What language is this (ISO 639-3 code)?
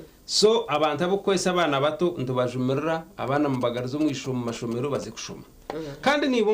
nyn